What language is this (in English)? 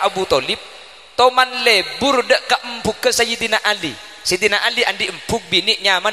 Madurese